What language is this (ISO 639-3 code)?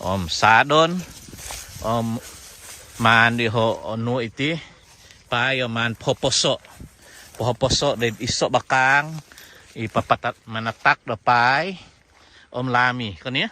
dtp